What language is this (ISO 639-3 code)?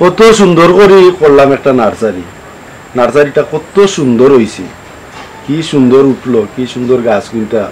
syl